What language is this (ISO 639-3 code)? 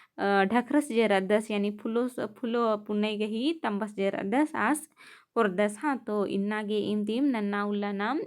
kru